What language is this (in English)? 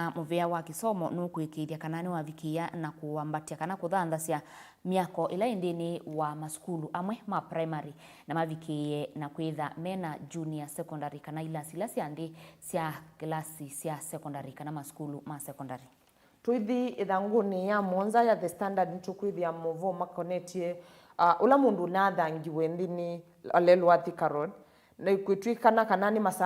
Kamba